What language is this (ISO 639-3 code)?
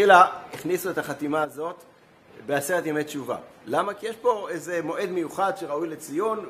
heb